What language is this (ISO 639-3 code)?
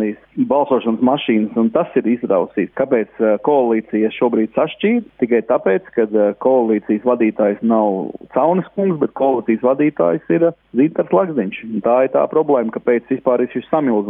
lav